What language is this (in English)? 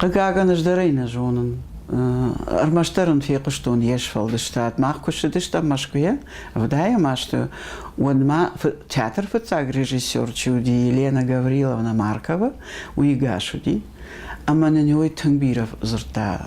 Ossetic